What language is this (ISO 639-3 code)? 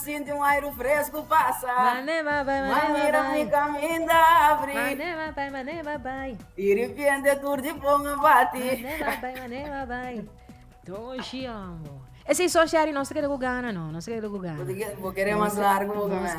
pap